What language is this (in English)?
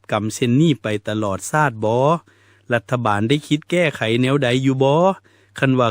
Lao